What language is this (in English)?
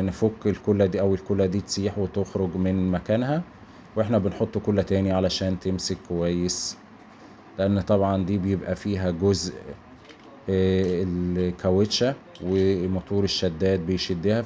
Egyptian Arabic